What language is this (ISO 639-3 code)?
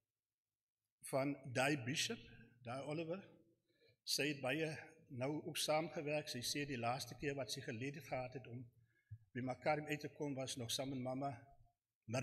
afr